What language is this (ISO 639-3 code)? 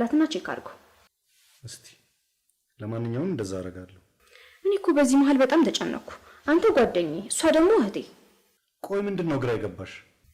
amh